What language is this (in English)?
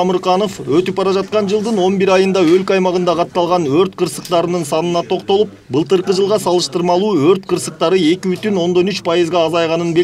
Kyrgyz